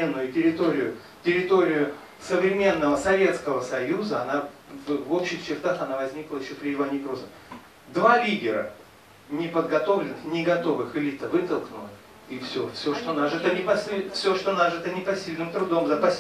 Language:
Russian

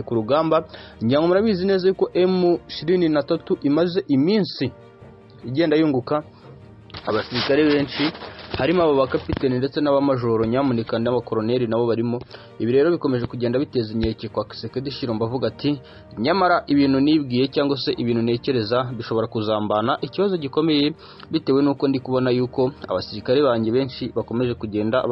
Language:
Kinyarwanda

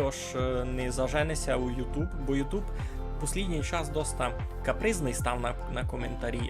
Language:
Rusyn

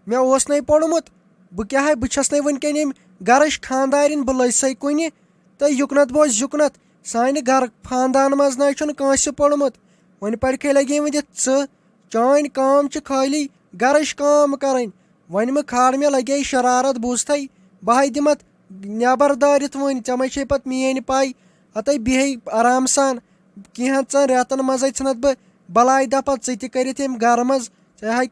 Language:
Kashmiri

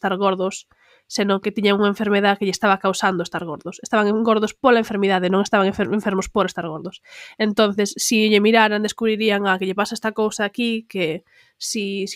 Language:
Galician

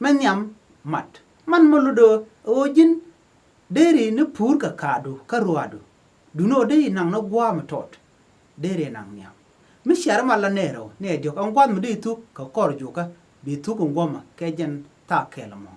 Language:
Nuer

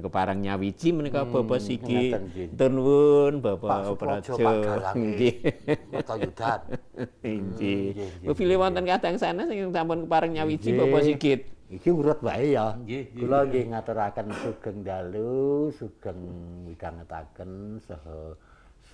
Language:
Javanese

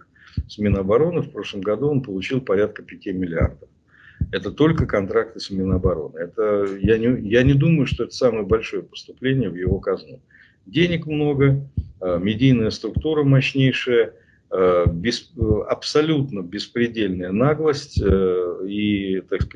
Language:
Russian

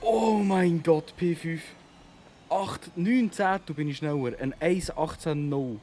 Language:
Swiss German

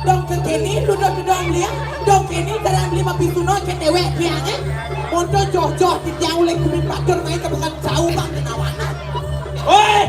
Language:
Balinese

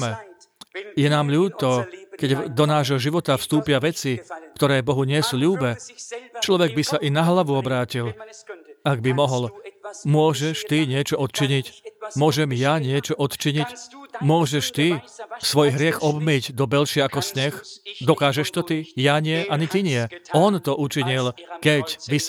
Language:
Slovak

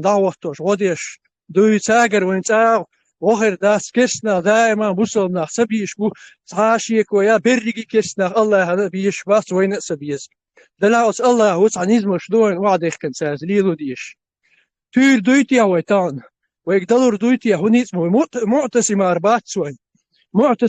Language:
Chechen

